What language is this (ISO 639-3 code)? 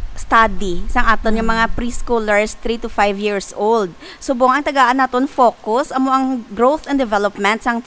hil